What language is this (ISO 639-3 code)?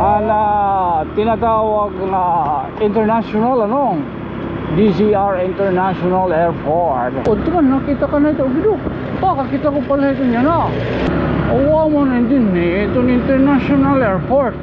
war